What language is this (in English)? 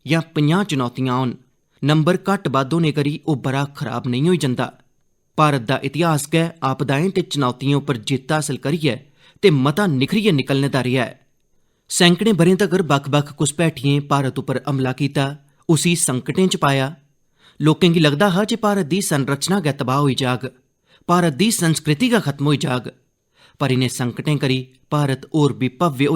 Dogri